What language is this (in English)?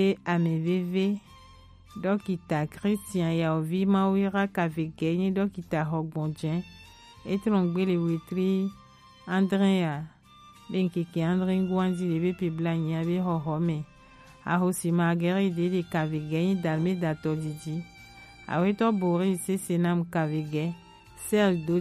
Gen